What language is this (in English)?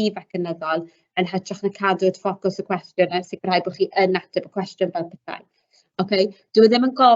Welsh